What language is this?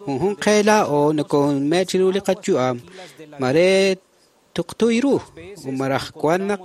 Kekchí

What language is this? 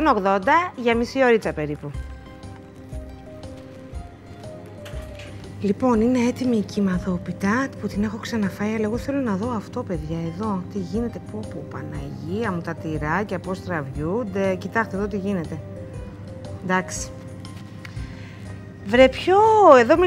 Greek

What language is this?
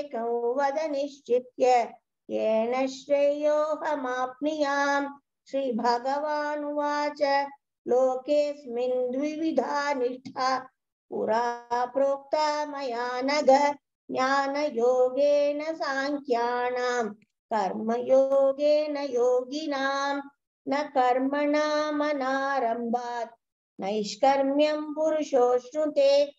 Sanskrit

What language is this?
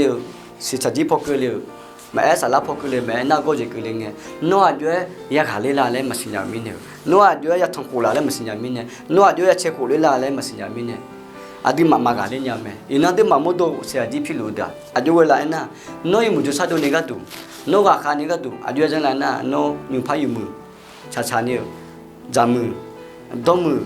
Akha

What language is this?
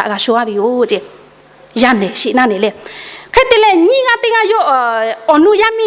Lahu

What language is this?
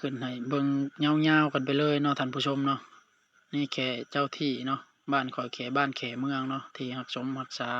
Lao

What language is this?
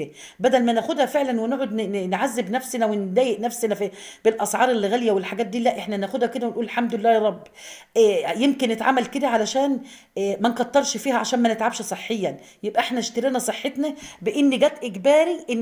Egyptian Arabic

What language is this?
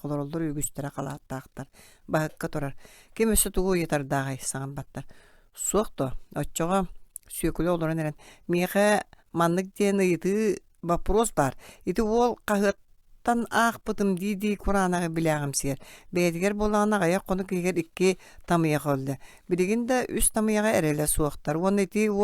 Yakut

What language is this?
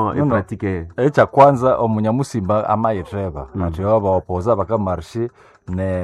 Nande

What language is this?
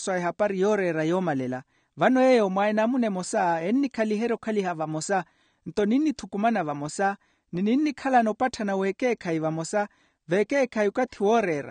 Makhuwa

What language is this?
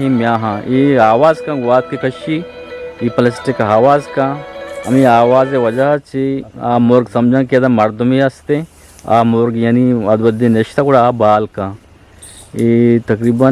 Eastern Balochi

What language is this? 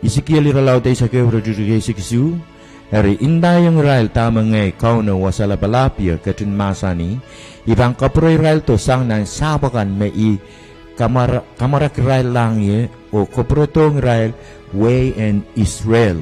Pohnpeian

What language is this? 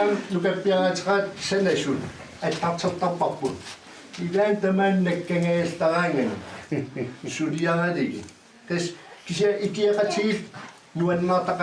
Kalaallisut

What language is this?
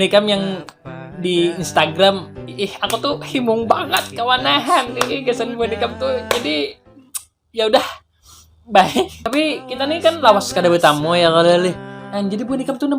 Banjar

